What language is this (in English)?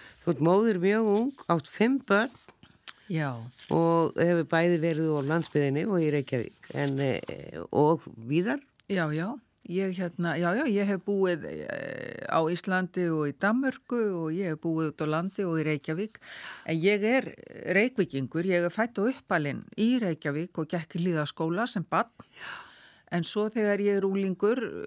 Icelandic